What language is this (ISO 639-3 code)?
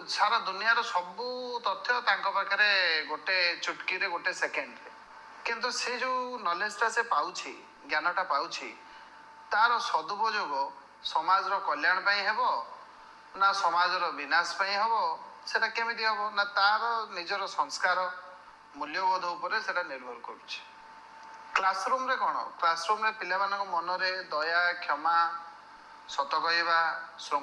ori